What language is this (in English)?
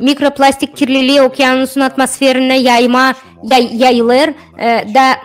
Gagauz